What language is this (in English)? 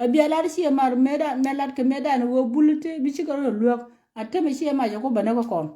Nuer